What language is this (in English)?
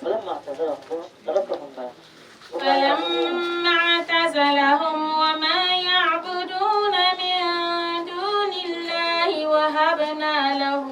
Dagbani